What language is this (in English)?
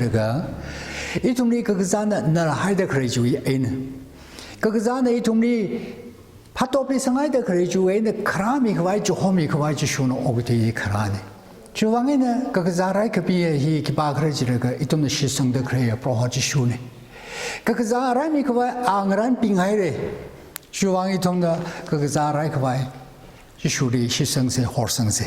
Tangkhul Naga (India)